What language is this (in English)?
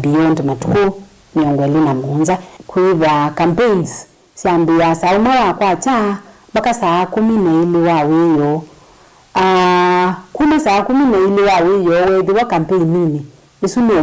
Kamba